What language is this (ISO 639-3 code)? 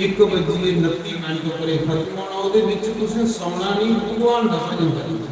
doi